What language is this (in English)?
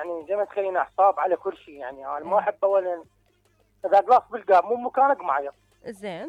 Mesopotamian Arabic